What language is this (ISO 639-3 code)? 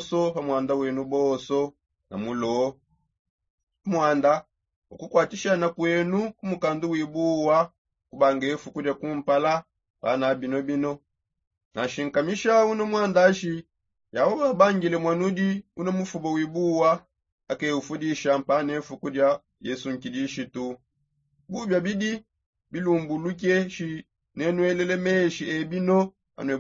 sop